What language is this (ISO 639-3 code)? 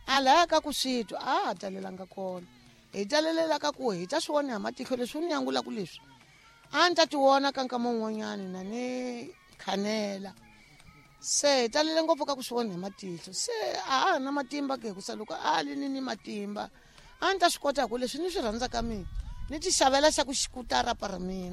tso